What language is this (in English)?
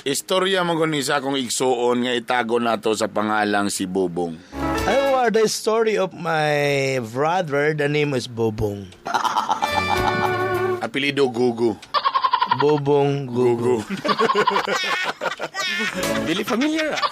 Cebuano